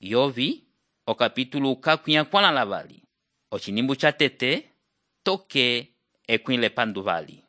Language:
Umbundu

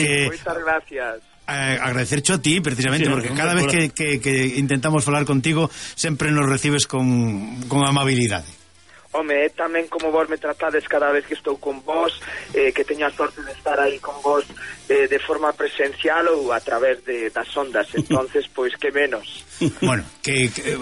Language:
Galician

